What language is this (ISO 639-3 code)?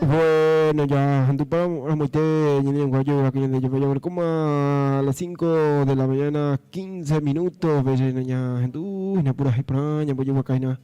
grn